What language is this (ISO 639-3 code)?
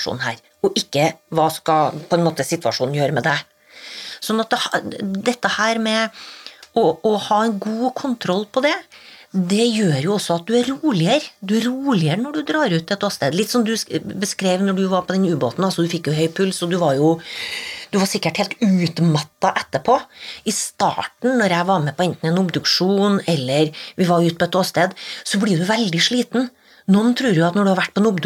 nor